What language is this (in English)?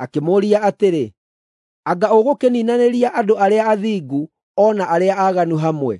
Kikuyu